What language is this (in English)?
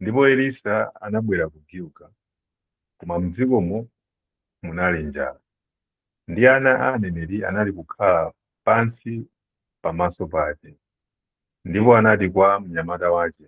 Nyanja